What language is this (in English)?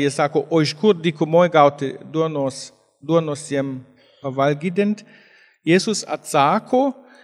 Lithuanian